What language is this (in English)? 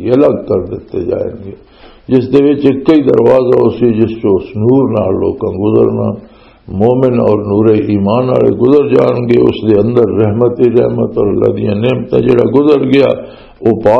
Western Panjabi